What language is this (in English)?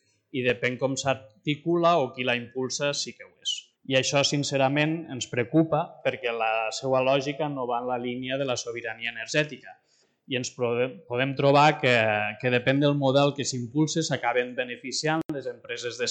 Catalan